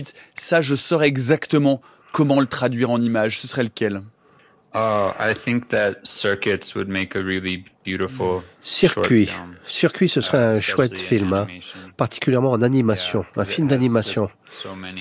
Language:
French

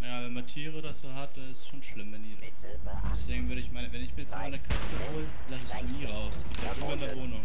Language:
Swiss German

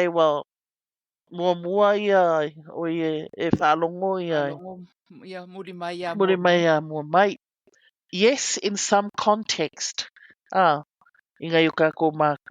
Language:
Samoan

